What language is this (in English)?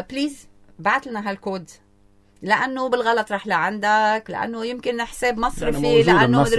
North Levantine Arabic